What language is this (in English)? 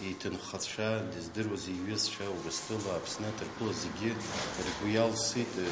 Abkhazian